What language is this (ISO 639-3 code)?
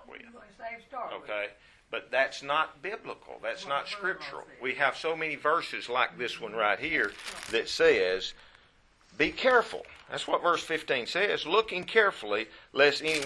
eng